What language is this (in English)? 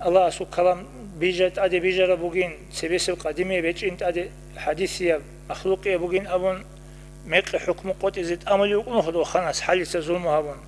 Avaric